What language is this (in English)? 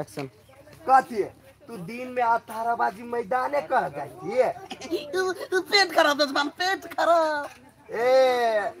Maithili